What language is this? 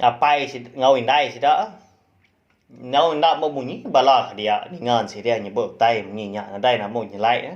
Iban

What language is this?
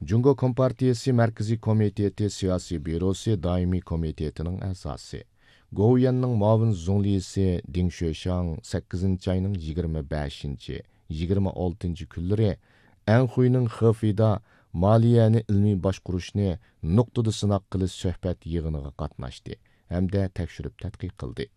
Uyghur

